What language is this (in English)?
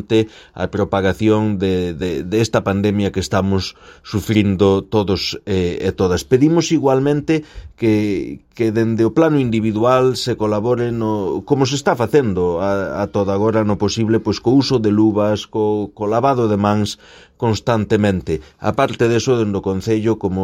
Galician